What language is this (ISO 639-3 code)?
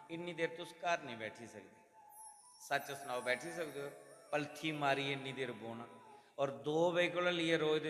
doi